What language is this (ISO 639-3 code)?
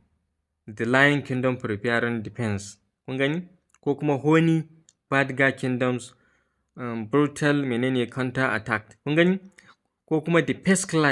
hau